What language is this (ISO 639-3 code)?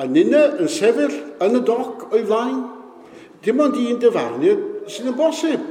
cym